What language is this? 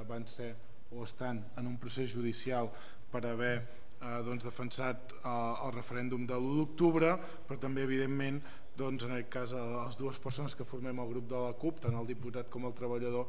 Catalan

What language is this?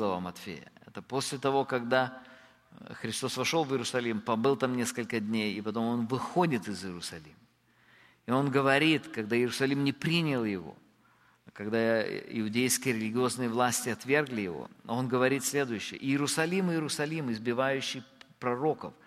Russian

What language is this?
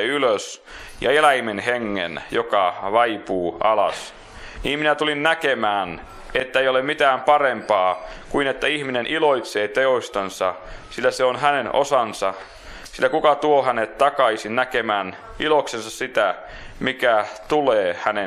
Finnish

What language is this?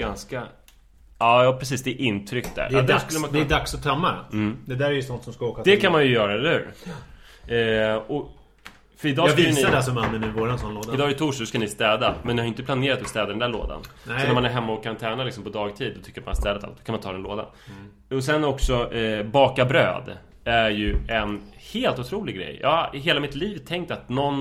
Swedish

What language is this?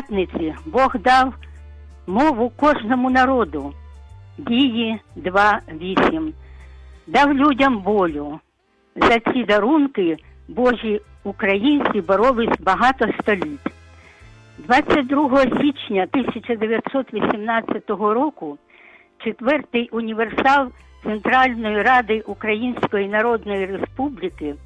Ukrainian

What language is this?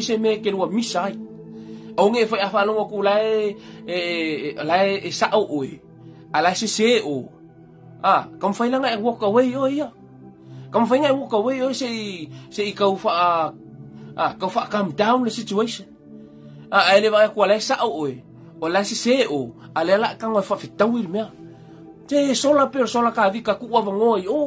Samoan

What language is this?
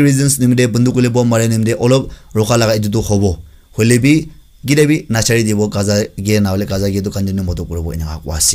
Naga Pidgin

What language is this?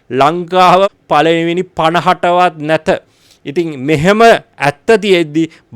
Sinhala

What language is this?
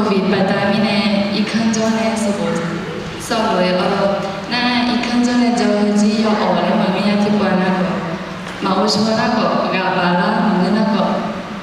Akha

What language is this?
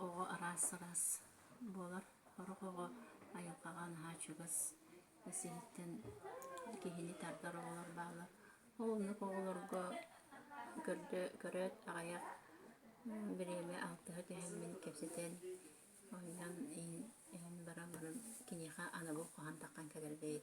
Yakut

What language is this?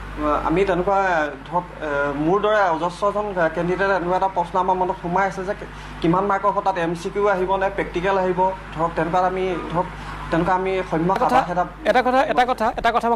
Assamese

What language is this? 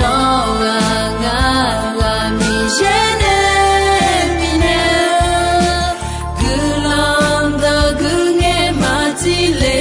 Akha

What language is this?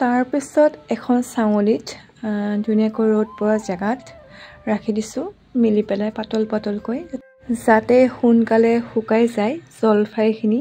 Assamese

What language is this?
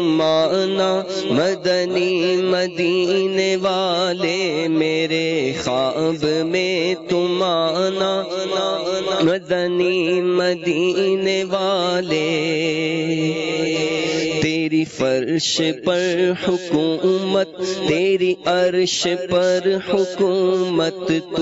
Urdu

